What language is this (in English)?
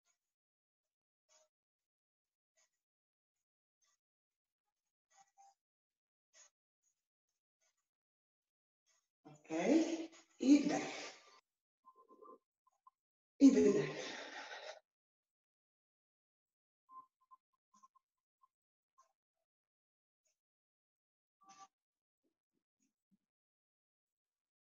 Polish